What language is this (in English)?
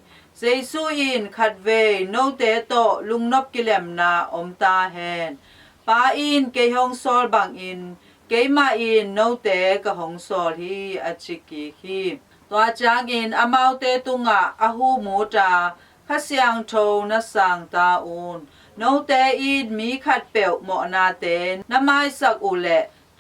Tedim Chin